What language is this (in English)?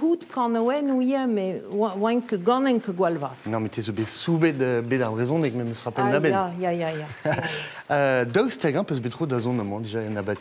Breton